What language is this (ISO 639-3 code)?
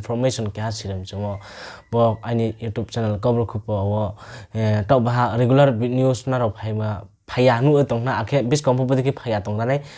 ria